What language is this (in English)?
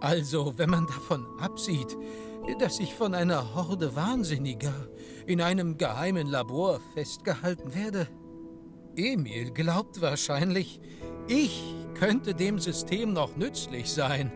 Swiss German